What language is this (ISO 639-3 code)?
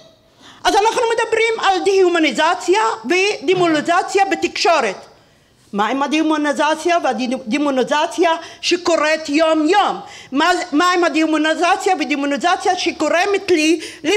heb